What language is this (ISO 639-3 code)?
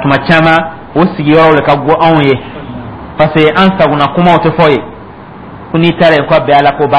dyu